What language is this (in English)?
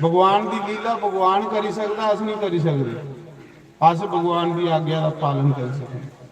Dogri